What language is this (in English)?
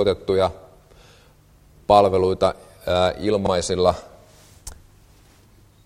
Finnish